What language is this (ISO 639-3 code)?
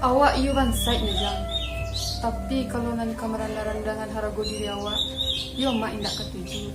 min